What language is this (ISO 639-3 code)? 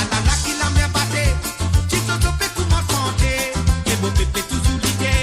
mfe